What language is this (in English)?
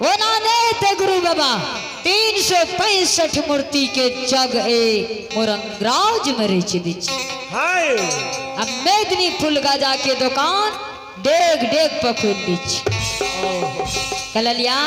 Maithili